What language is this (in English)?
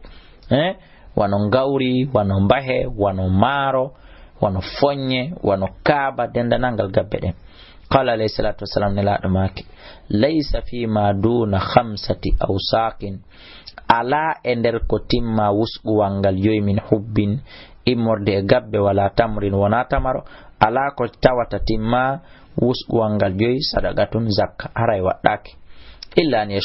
Fula